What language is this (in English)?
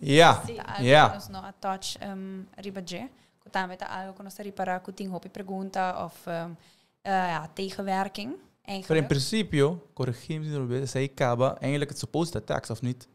Papiamento